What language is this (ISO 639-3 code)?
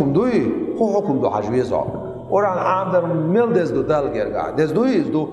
che